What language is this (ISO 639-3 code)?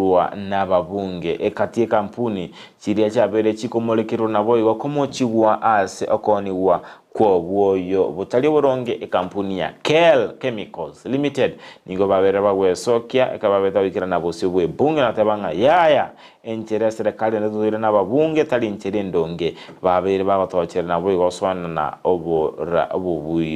guz